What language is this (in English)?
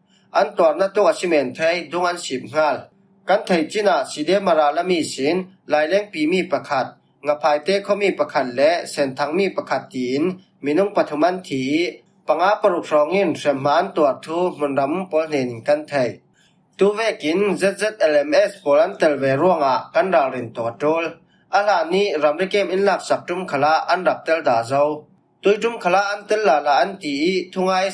Falam Chin